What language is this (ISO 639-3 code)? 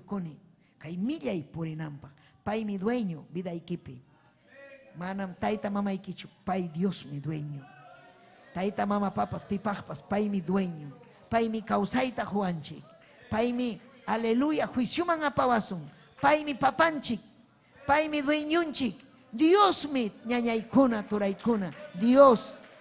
quy